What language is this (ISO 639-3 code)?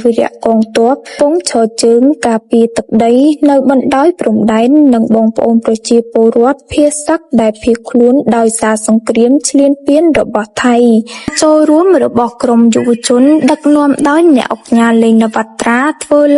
khm